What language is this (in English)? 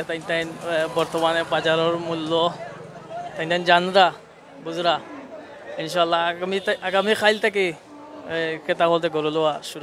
Sylheti